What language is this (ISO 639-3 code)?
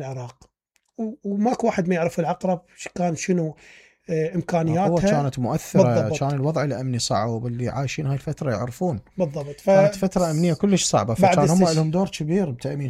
acm